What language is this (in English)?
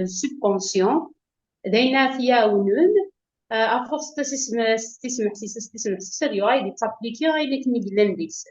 Kabyle